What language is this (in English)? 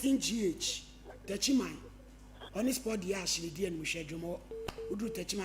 Akan